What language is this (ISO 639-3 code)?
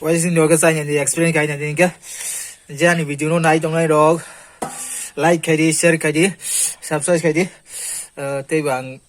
trp